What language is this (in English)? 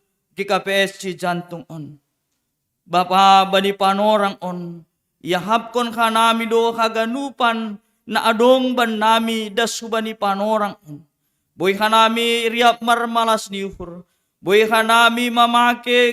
Batak Simalungun